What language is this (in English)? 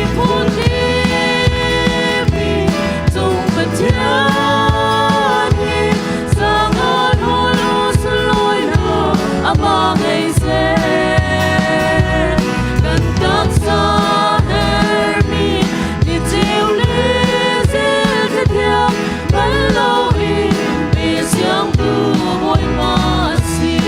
Hakha Chin